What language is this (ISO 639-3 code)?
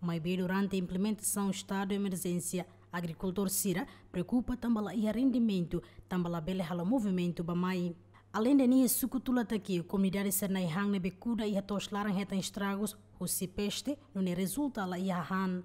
tet